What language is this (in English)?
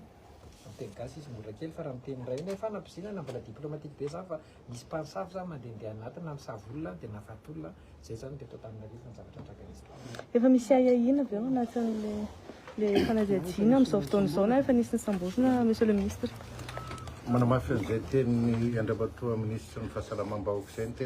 Malagasy